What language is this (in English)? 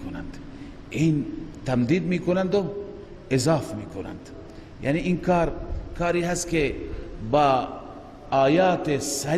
Persian